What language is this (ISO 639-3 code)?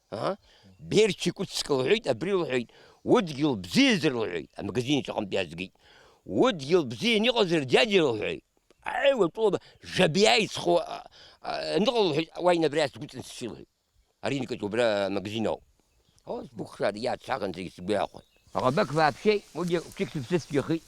abk